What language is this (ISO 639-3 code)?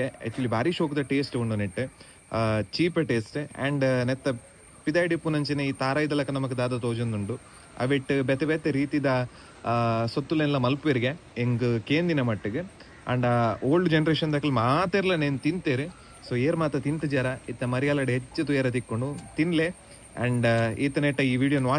tcy